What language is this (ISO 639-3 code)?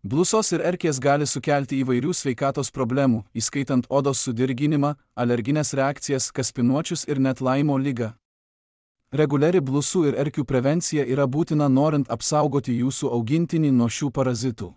lit